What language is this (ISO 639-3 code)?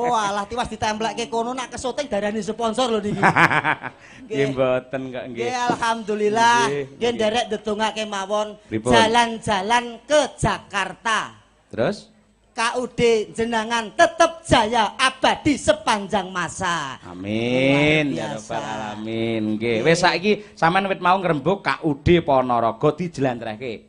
jav